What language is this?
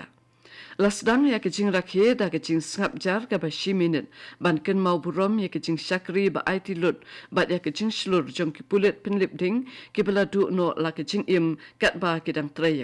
Khasi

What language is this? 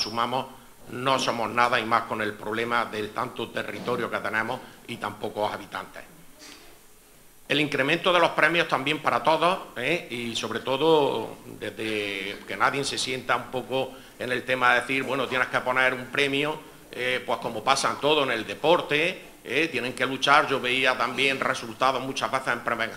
Spanish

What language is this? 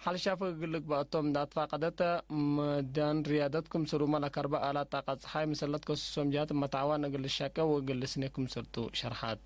Tigre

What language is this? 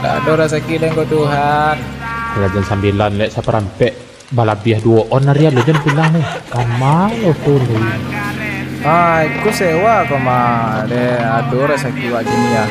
Minangkabau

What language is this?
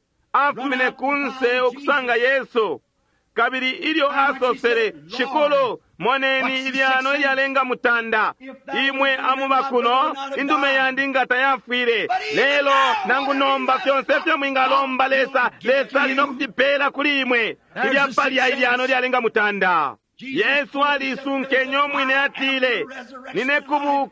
Bemba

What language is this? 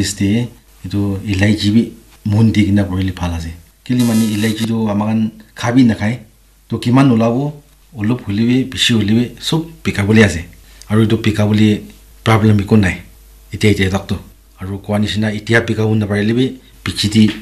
Naga Pidgin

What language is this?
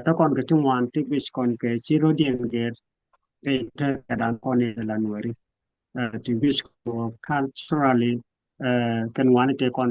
Nuer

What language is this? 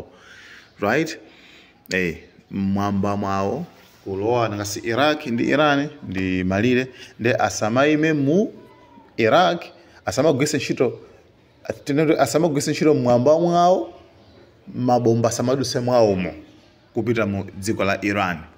Nyanja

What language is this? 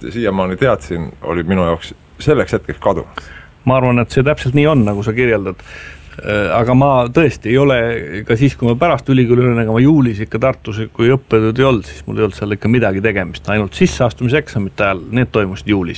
Estonian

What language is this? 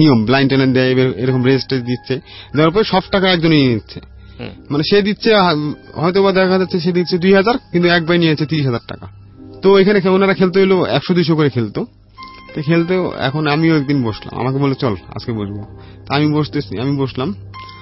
Bangla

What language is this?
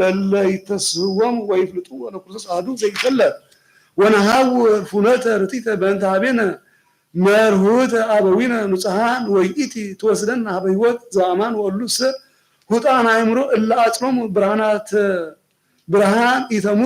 Geez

